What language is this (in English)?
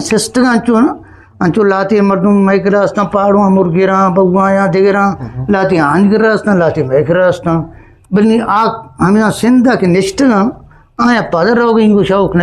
Eastern Balochi